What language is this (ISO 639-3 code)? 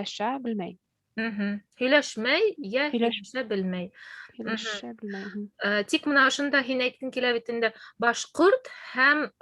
bak